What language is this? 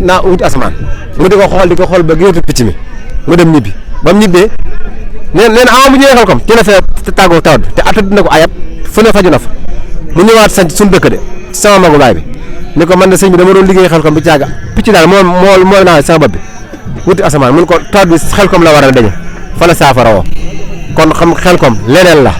Wolof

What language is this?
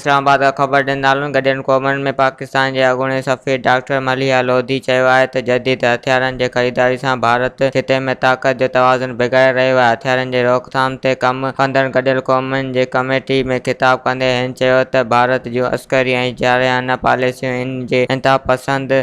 Sindhi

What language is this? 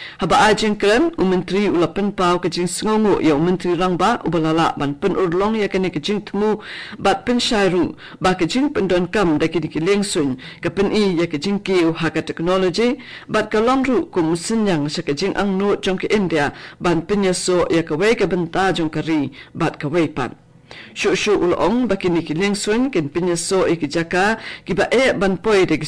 Khasi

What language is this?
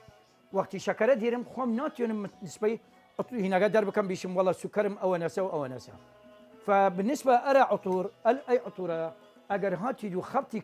Southern Kurdish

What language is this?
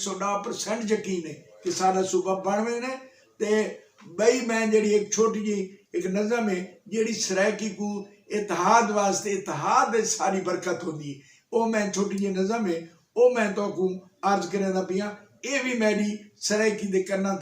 Saraiki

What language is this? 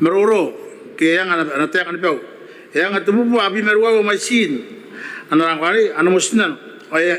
Gilbertese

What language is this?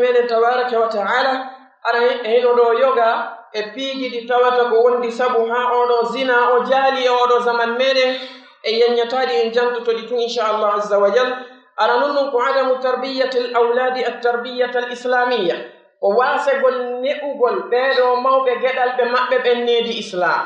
Pular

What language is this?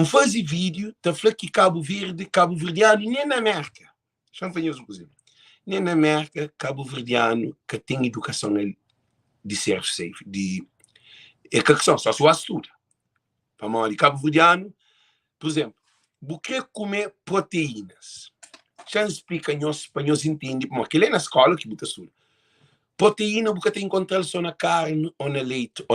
Kabuverdianu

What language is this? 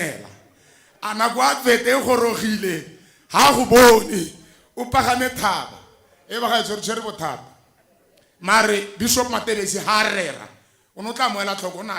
Tswana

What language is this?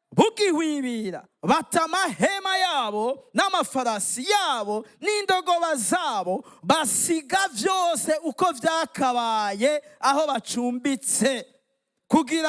Rundi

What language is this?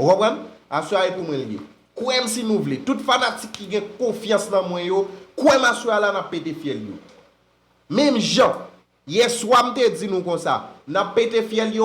Haitian Creole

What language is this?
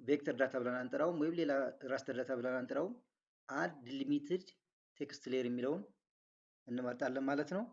Amharic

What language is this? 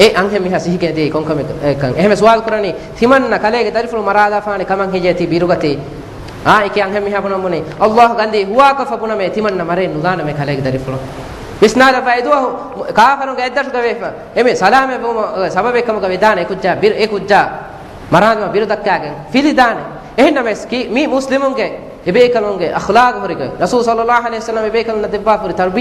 Divehi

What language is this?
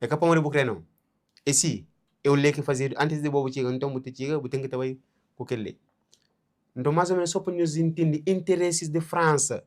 Kabuverdianu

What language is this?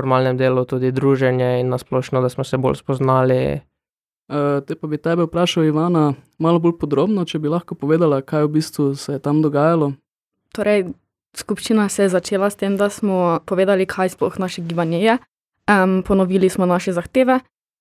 Slovenian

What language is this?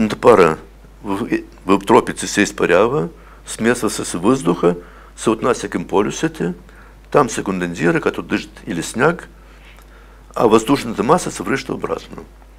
Bulgarian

